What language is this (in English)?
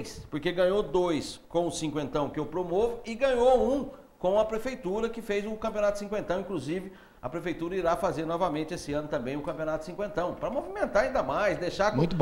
Portuguese